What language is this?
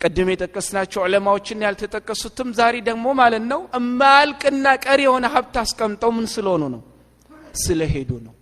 Amharic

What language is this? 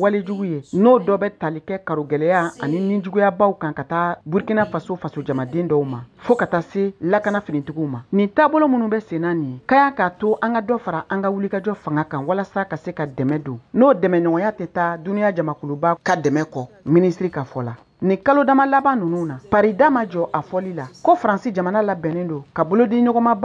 Bambara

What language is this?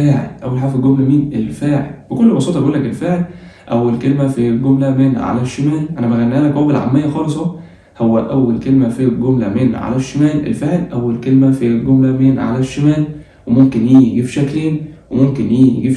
Egyptian Arabic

